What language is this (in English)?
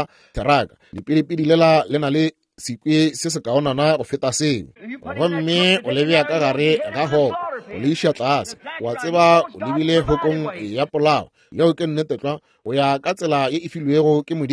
Northern Sotho